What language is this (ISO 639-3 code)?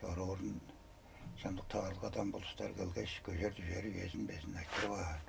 tyv